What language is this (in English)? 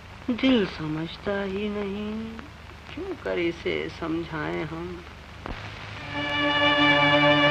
Hindi